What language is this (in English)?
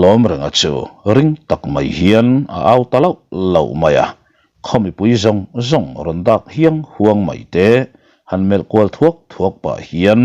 Mizo